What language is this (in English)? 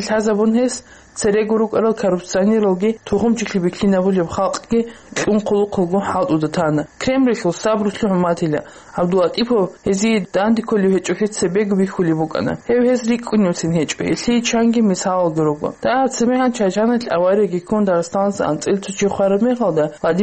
Avaric